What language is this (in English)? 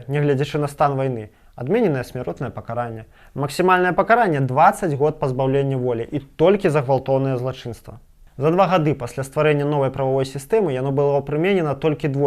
Belarusian